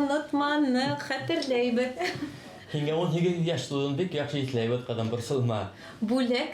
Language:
Bashkir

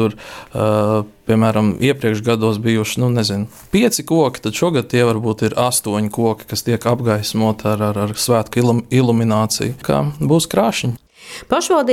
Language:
Latvian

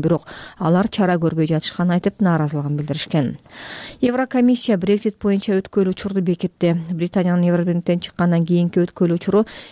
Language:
Kyrgyz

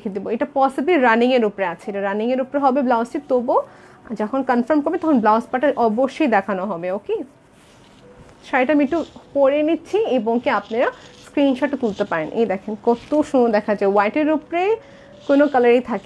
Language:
Bangla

